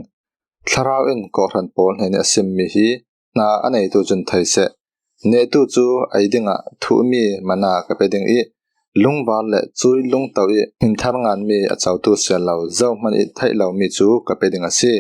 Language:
Falam Chin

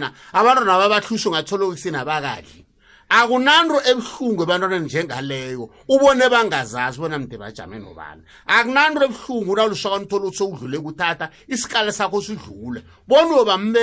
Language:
South Ndebele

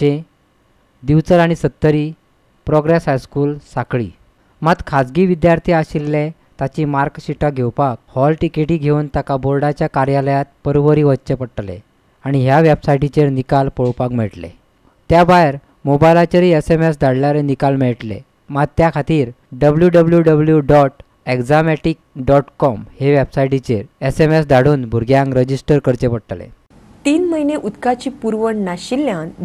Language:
Konkani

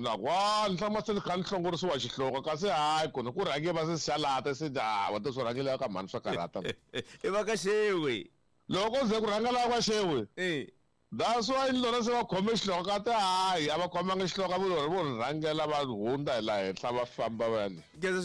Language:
Tsonga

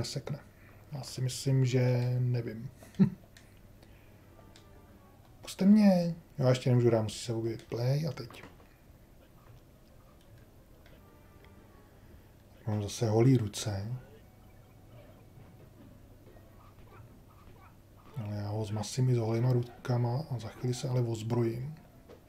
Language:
Czech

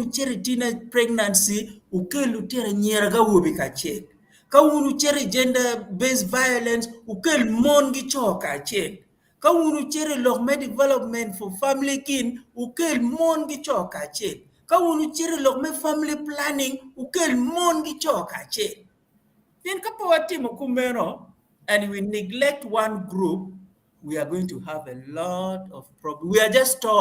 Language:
Acoli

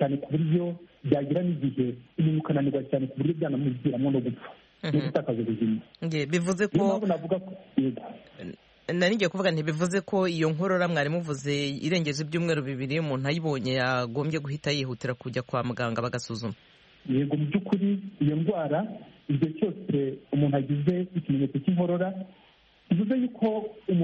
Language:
Kinyarwanda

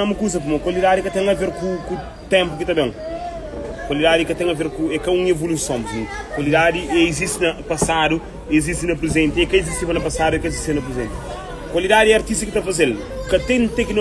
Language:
Kabuverdianu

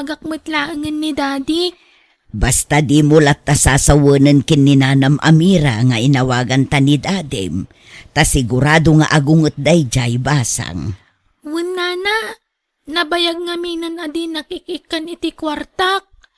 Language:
Iloko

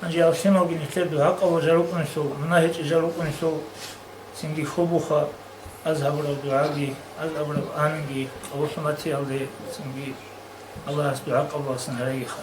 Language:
Avaric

